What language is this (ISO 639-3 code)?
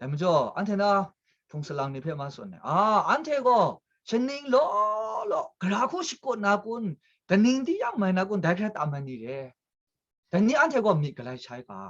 kac